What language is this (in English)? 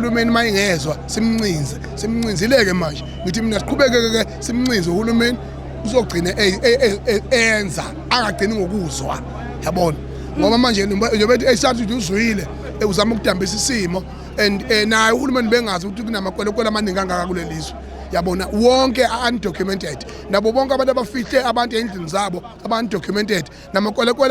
Zulu